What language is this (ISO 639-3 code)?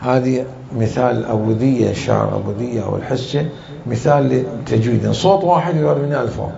acm